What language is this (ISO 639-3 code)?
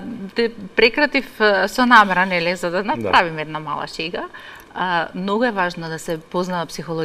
mkd